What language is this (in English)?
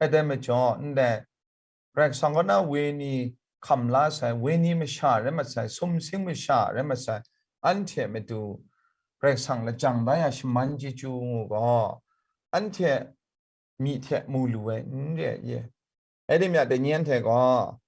Kachin